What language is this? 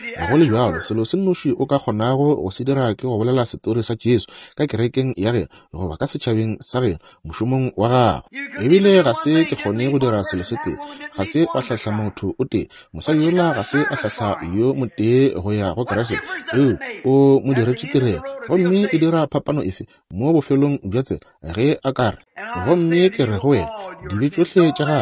Northern Sotho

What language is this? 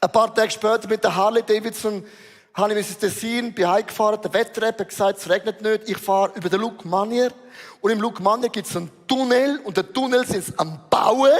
Swiss German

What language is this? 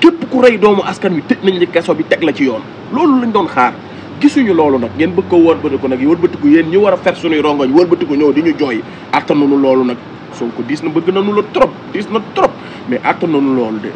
Wolof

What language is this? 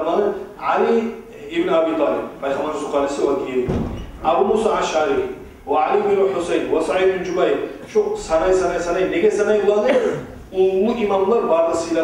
Kumyk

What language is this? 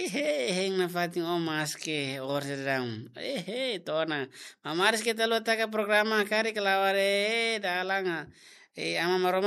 Tetum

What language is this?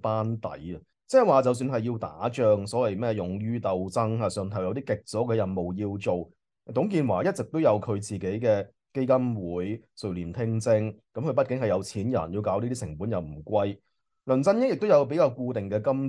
Cantonese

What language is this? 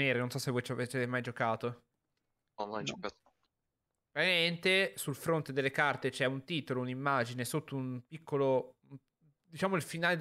Italian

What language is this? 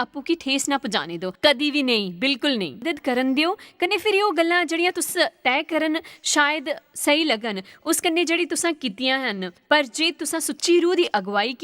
Dogri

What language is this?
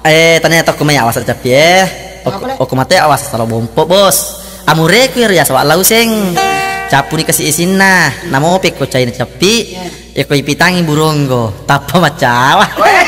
Buginese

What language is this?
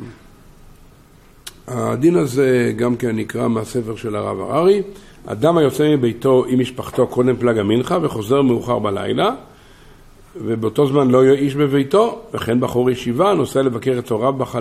Hebrew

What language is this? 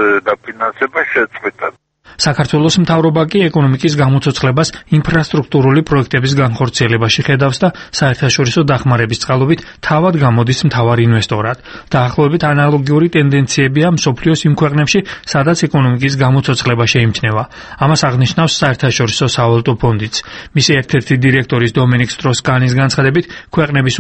Georgian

